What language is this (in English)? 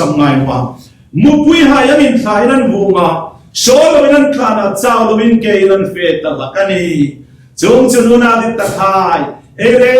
Hmar